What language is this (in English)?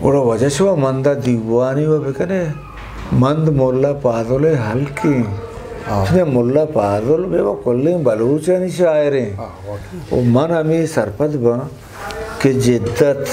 Eastern Balochi